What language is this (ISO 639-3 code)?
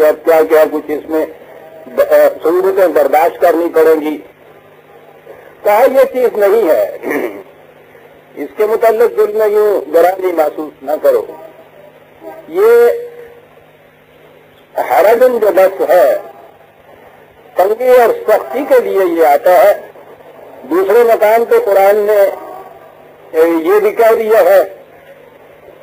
urd